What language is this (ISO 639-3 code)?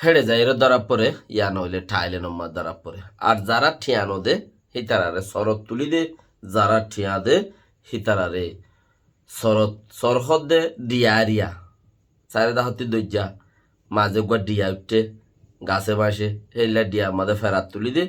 rhg